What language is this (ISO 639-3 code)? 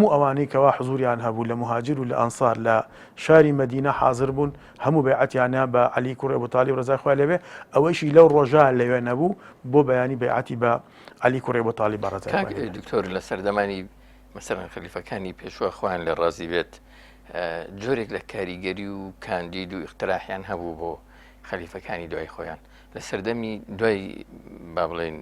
ckb